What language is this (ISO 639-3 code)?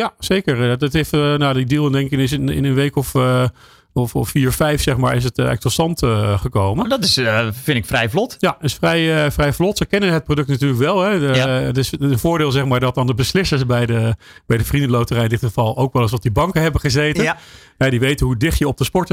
nld